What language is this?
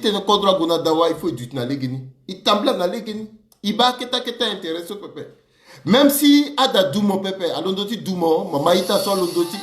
Sango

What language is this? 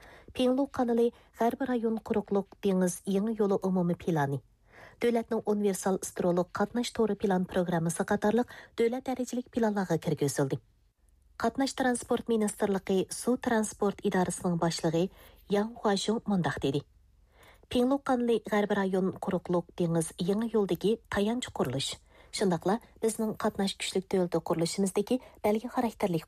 Uyghur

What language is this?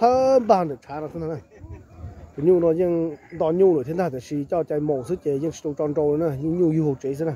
Hmong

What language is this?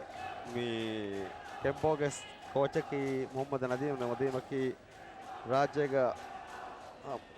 Divehi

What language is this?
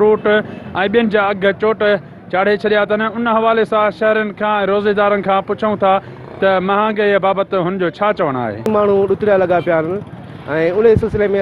Sindhi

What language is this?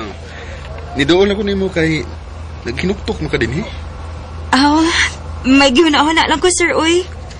Cebuano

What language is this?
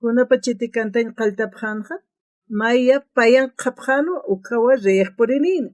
Aymara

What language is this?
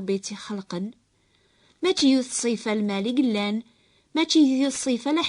Kabyle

